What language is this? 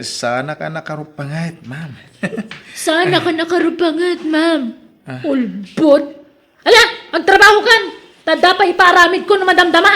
Iloko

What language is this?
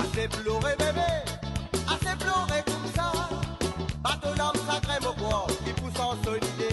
Morisyen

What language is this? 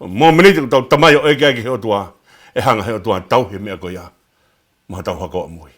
Tongan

